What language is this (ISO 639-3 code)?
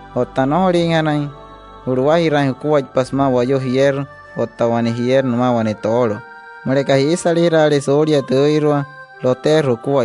guc